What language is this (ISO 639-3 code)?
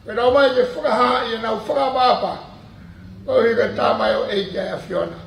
ton